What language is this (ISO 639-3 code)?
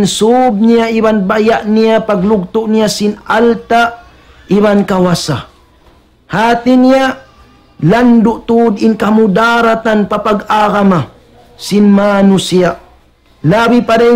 tsg